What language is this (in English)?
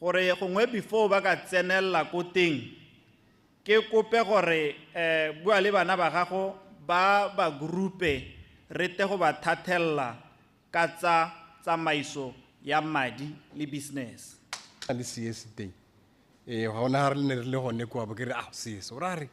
Tswana